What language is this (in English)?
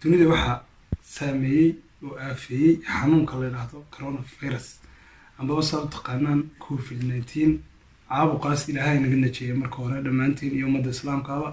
Somali